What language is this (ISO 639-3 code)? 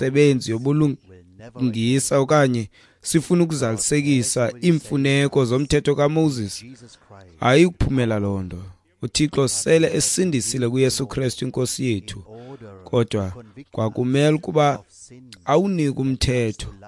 xho